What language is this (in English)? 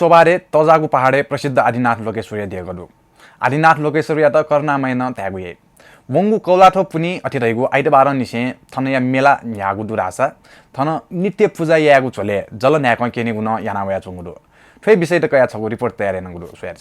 Newari